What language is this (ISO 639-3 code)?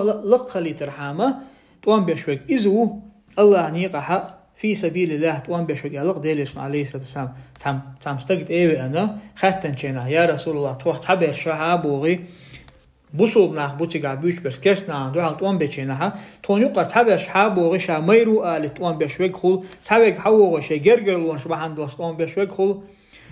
che